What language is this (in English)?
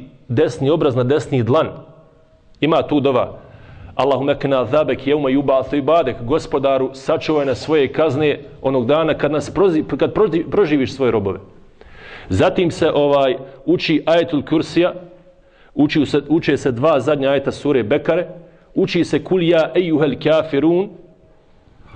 Bosnian